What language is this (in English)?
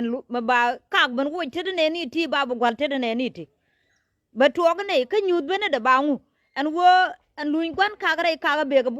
Nuer